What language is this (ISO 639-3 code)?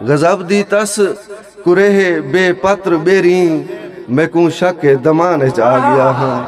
skr